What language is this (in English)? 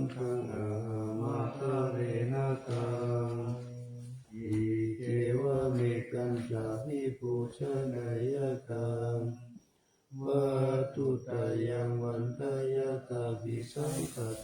Pali